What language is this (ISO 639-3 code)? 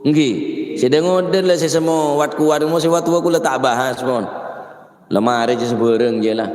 mad